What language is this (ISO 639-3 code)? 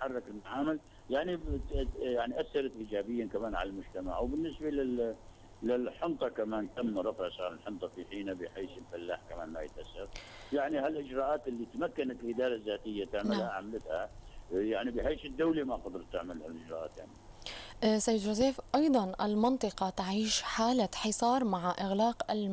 apc